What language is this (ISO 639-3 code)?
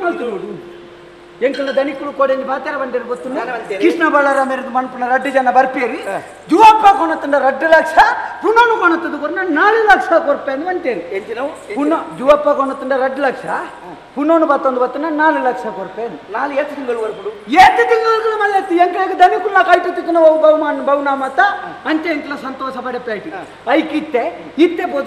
tcy